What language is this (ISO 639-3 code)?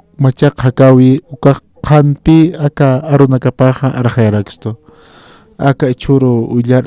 aym